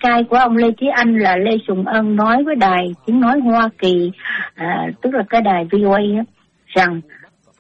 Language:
Vietnamese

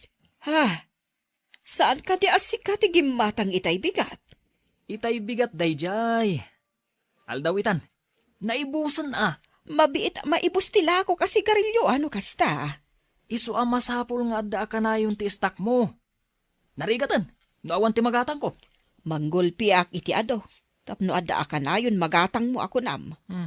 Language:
Iloko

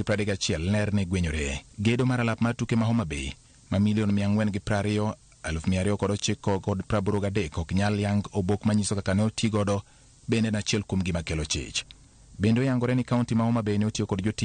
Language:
Luo (Kenya and Tanzania)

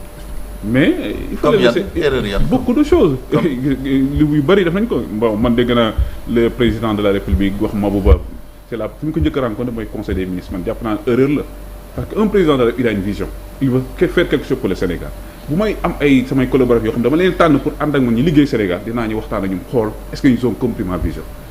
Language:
Wolof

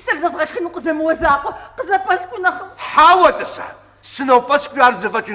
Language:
Kabardian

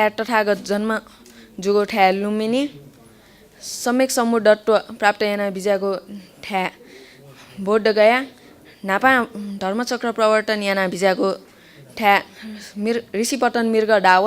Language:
Newari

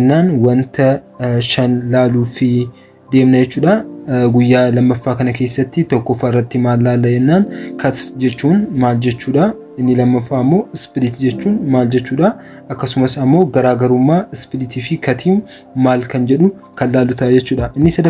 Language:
Oromo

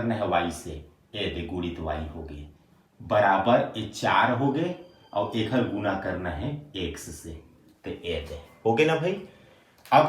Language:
Chhattisgarhi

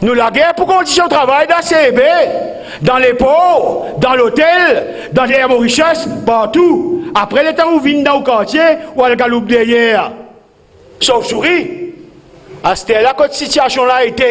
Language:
Morisyen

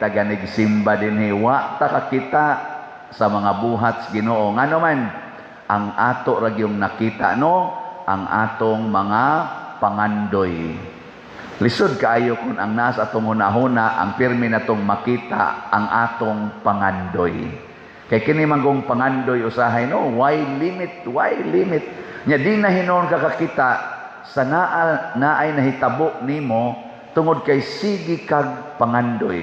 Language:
Cebuano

